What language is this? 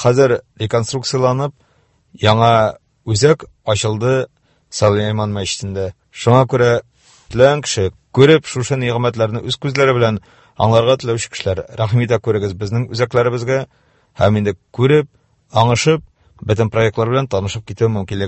Tatar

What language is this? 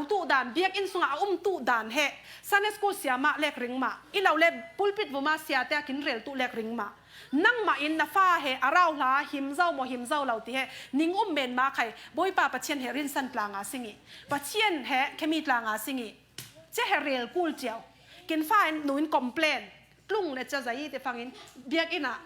Falam Chin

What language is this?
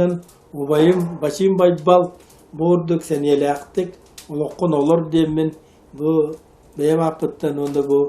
Yakut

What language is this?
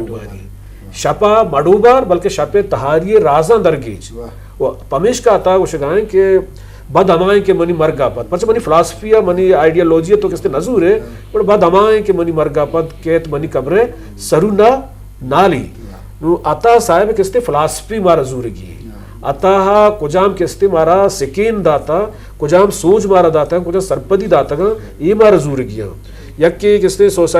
Eastern Balochi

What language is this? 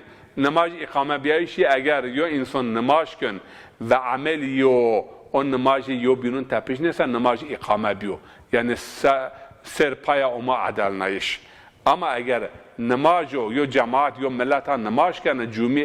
Zaza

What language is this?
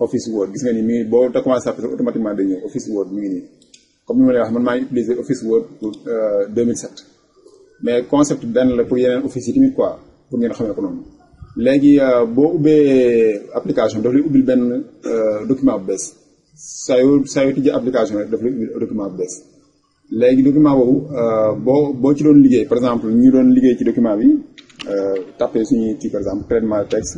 Wolof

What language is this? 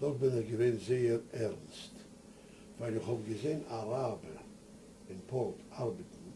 Yiddish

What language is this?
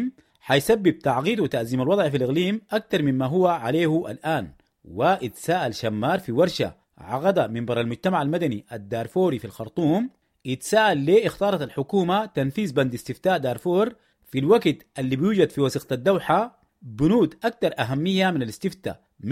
Sudanese Arabic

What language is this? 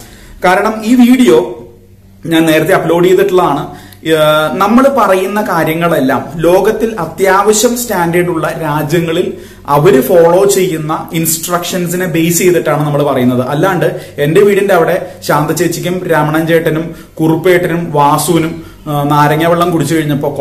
Malayalam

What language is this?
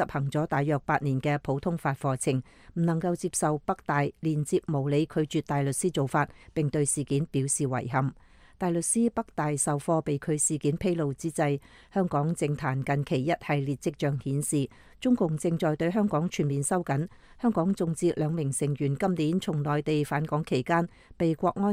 Cantonese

